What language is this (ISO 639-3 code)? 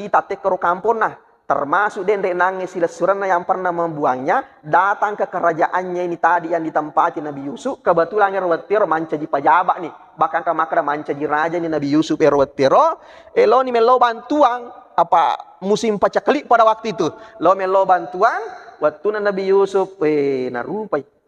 bug